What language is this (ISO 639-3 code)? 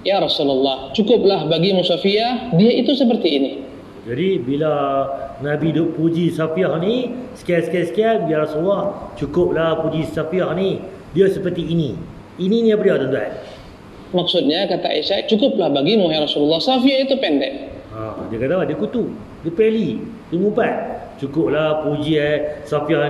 msa